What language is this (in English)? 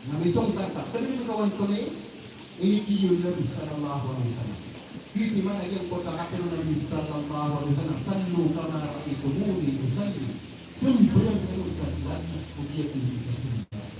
Maranao